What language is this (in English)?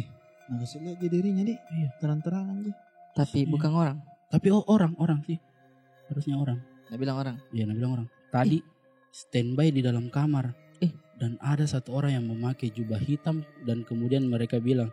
Makassar Malay